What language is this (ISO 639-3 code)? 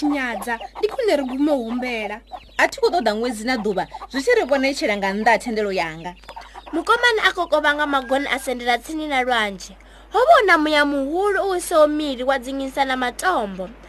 ven